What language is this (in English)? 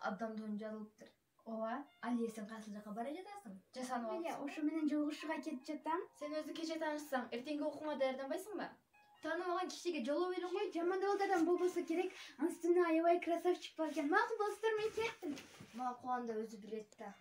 Kyrgyz